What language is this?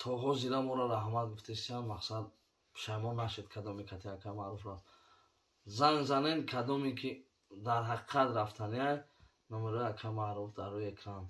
Tajik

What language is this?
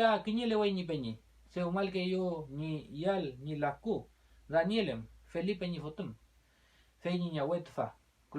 Mapuche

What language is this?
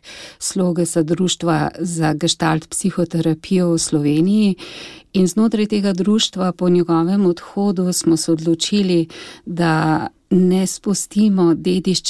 Slovenian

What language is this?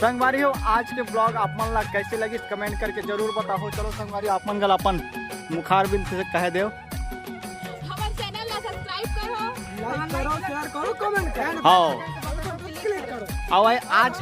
Chhattisgarhi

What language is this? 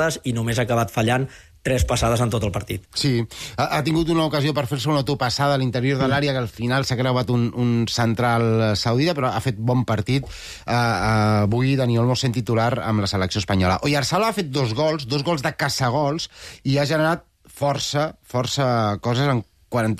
Catalan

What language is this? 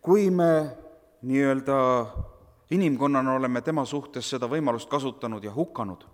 Estonian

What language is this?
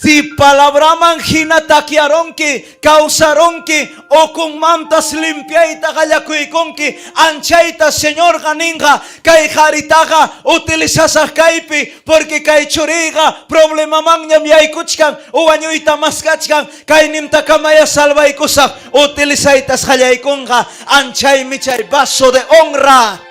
Ayacucho Quechua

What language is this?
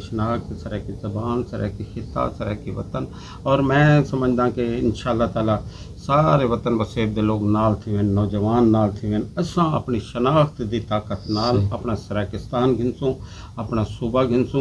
Saraiki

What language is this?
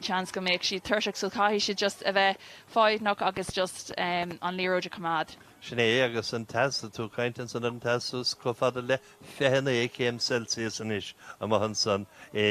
Irish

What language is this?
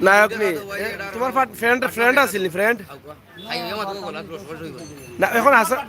Sylheti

